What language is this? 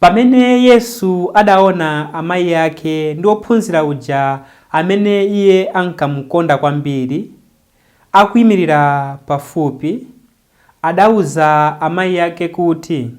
Nyanja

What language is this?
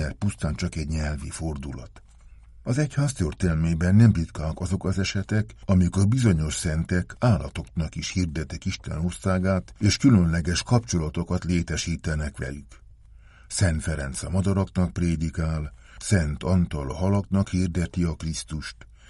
Hungarian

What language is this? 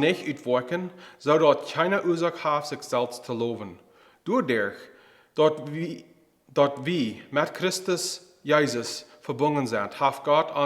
Plautdietsch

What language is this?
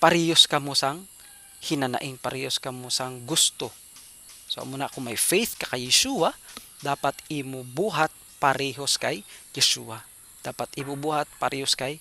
Hiligaynon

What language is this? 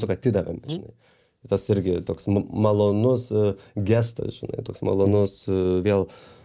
Lithuanian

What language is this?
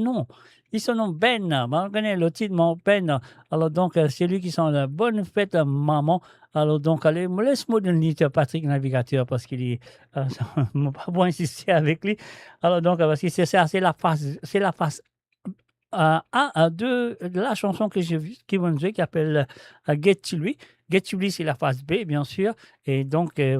Morisyen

